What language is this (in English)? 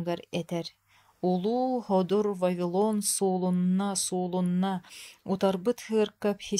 Yakut